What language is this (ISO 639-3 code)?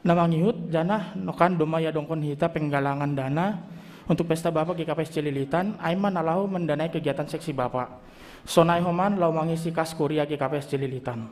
bts